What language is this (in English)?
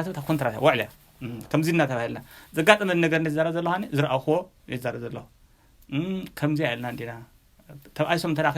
Tigrinya